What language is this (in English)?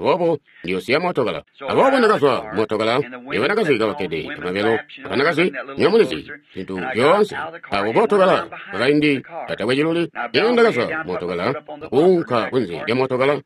Tonga (Zambia)